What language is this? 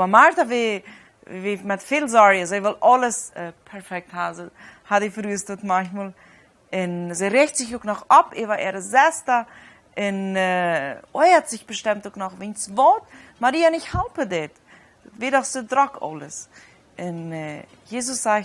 Plautdietsch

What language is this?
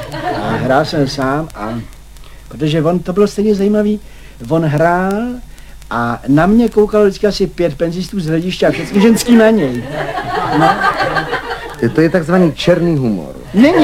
Czech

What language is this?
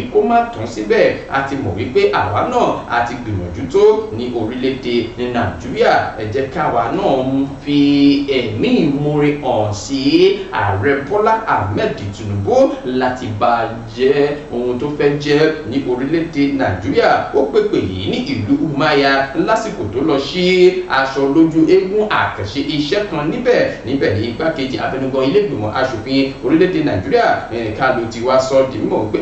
Yoruba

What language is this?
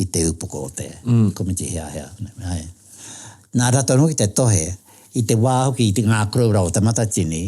Māori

